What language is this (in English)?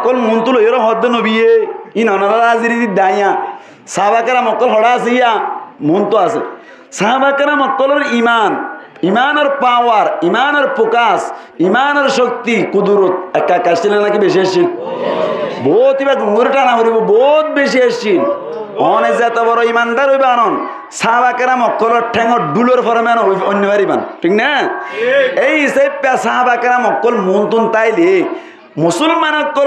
Rohingya